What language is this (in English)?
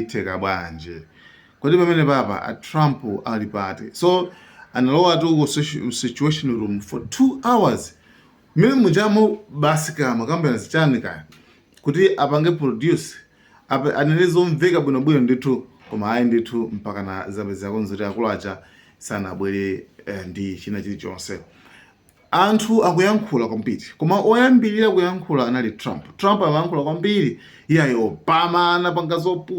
Nyanja